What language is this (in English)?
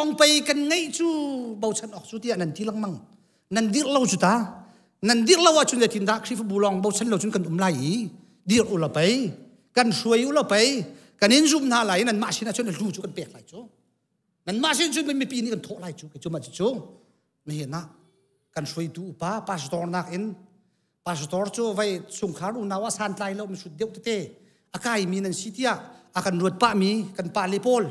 Hakha Chin